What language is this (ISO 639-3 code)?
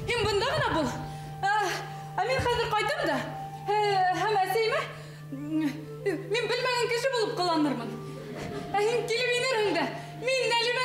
bak